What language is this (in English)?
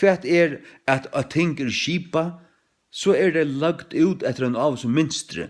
Faroese